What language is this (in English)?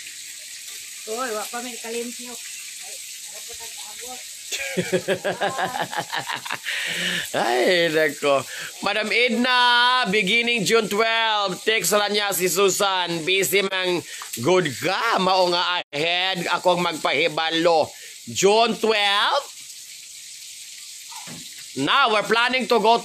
Cebuano